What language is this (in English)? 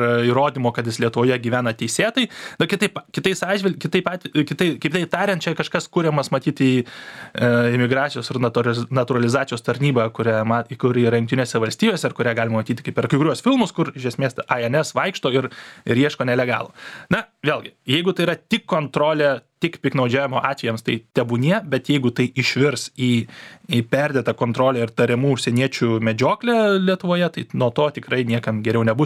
Lithuanian